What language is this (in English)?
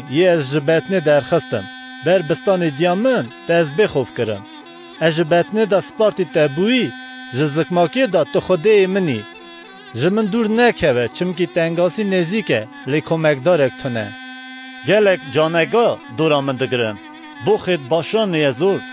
Kurdish